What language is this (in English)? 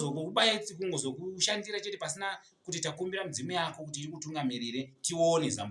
Shona